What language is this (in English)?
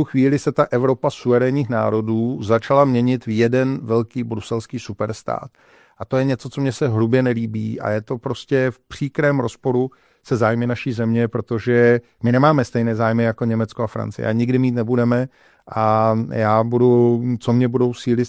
Czech